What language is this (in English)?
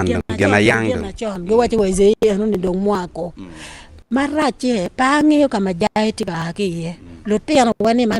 Acoli